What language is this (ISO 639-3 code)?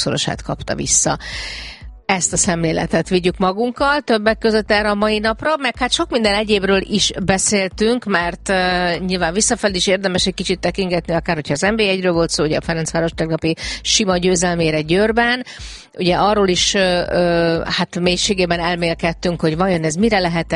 hun